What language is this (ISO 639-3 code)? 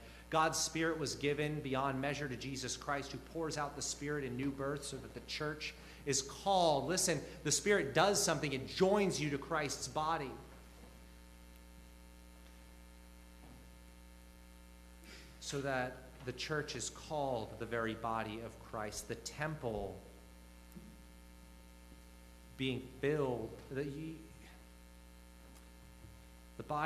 eng